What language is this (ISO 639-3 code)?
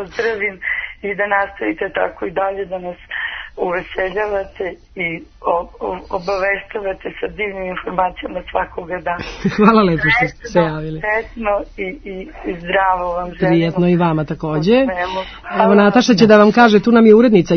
srp